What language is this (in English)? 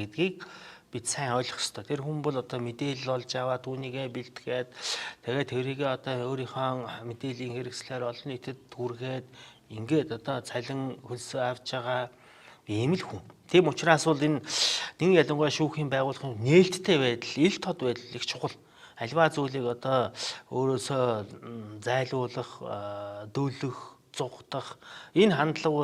Mongolian